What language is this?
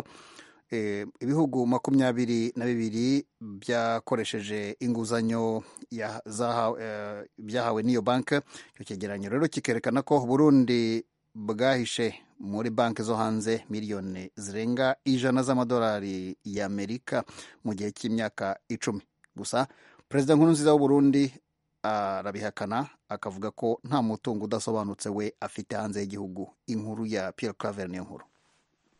Kinyarwanda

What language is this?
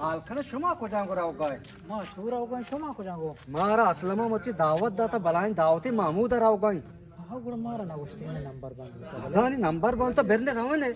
Eastern Balochi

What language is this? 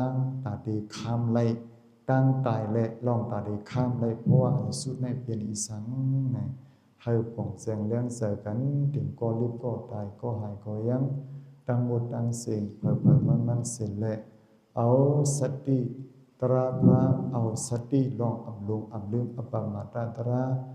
Shan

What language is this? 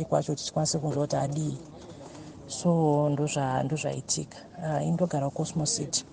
Shona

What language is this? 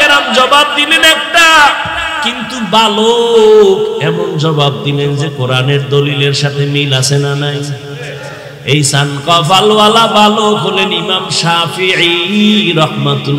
Bangla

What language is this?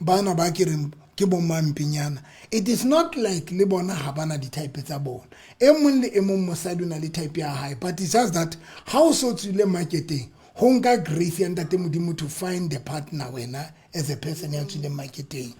Southern Sotho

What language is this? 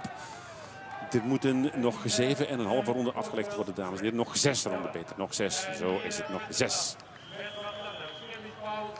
Dutch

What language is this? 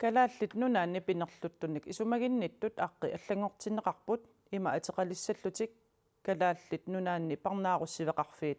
Kalaallisut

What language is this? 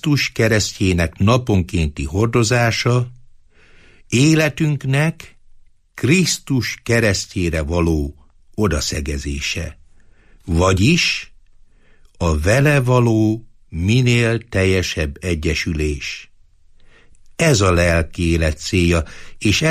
Hungarian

